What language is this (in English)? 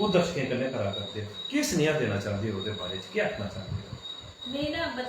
Dogri